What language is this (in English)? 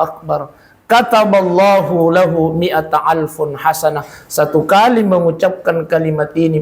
Buginese